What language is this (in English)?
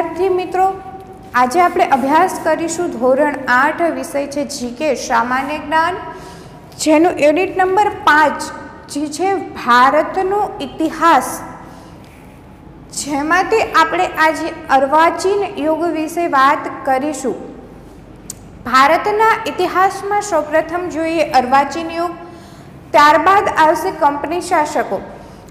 Gujarati